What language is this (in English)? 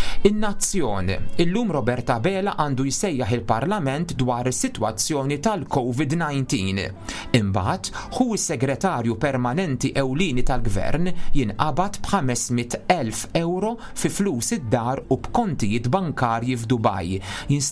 Maltese